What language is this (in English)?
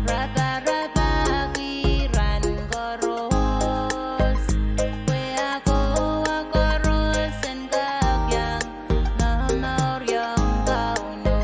Pohnpeian